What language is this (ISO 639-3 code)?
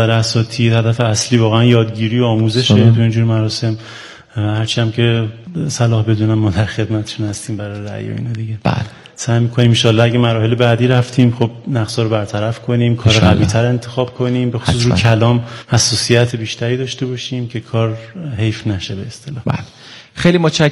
fas